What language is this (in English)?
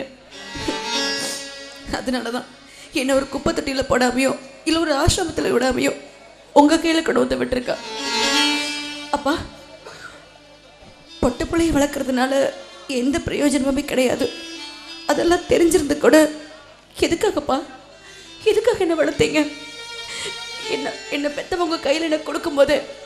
Tamil